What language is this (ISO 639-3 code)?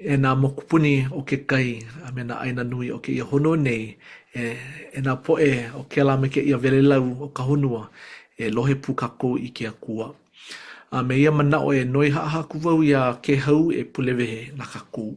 haw